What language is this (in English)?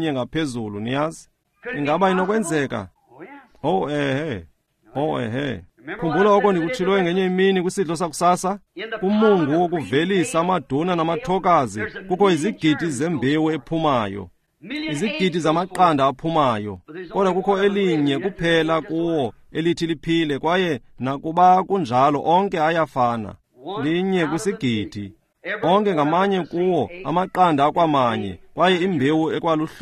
Xhosa